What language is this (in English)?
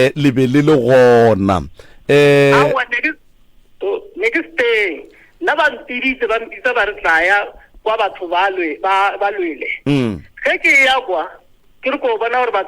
Northern Sotho